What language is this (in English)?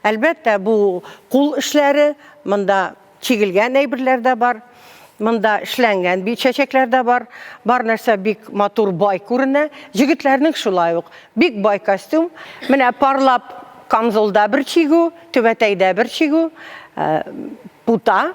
Tatar